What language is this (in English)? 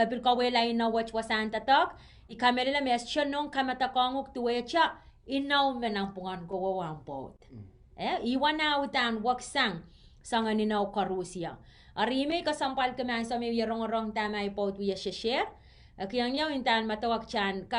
Pohnpeian